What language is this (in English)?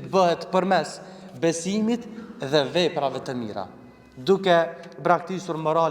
Albanian